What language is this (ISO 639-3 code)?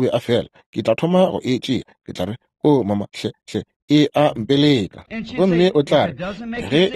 nso